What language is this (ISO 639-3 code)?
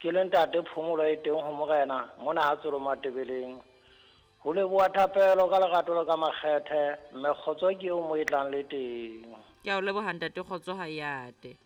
sot